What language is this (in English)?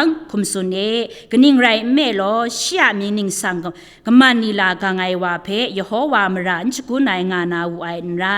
Kachin